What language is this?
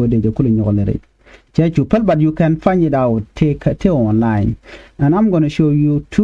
Nuer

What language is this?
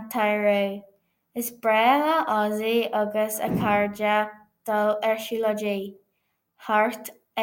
Irish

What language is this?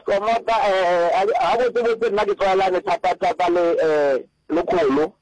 Northern Sotho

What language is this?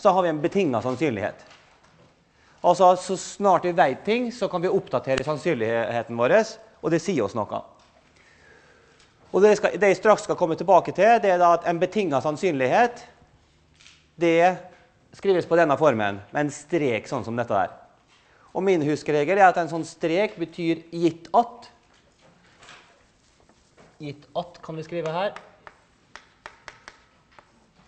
Norwegian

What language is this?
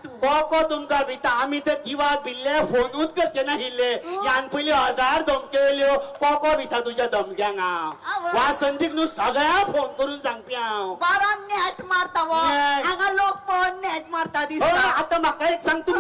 Konkani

